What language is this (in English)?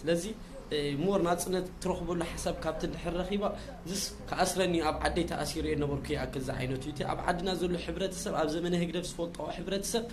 Tigrinya